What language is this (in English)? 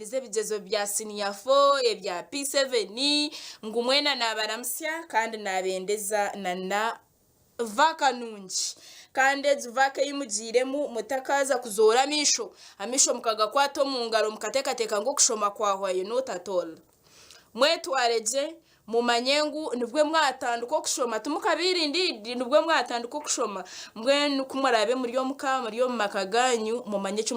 Nyankole